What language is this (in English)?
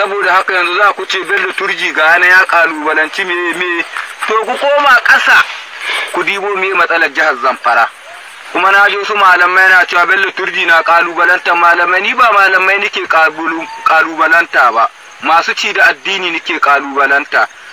Hausa